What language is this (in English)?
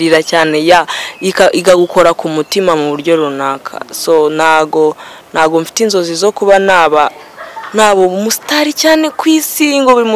Kinyarwanda